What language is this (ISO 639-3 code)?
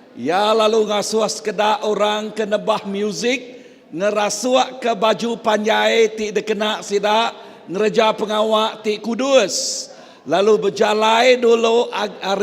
iba